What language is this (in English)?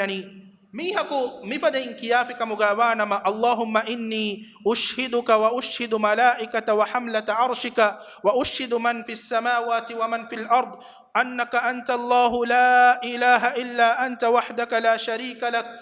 Divehi